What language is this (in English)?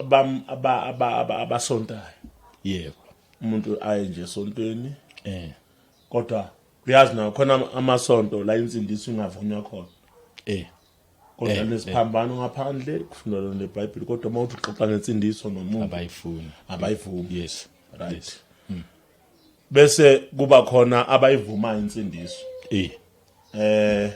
Zulu